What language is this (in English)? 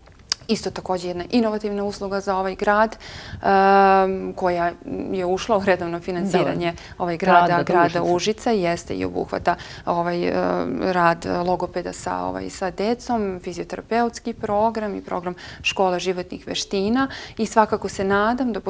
Serbian